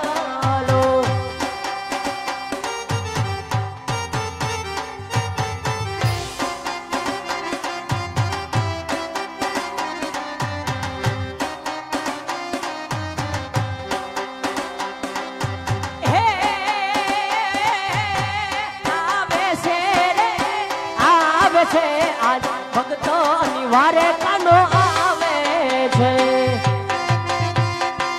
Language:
Gujarati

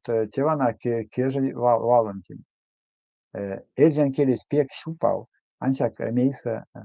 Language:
Erzya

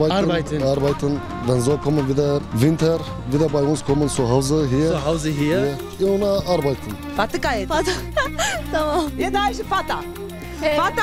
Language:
Zaza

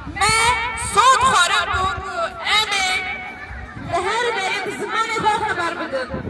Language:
Kurdish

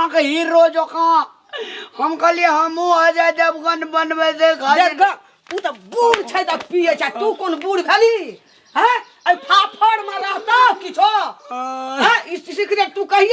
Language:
Maithili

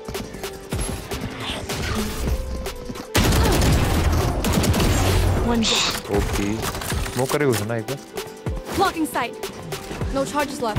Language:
Hindi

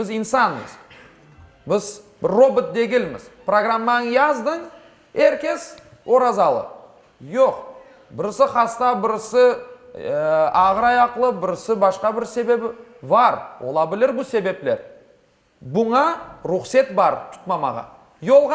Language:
Crimean Tatar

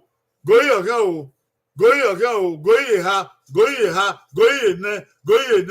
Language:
Bini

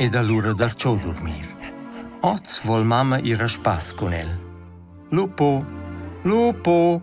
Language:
Romansh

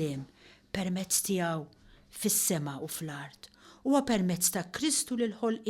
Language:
Maltese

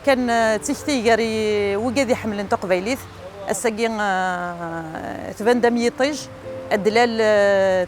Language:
Kabyle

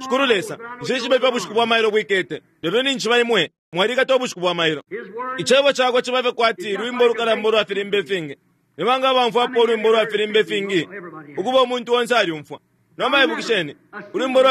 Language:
Bemba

